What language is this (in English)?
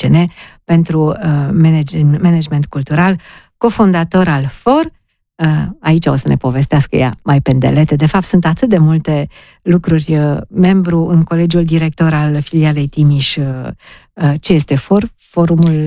Romanian